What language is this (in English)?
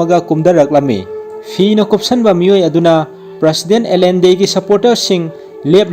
Manipuri